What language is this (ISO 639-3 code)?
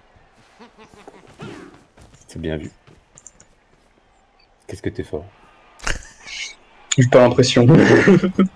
fra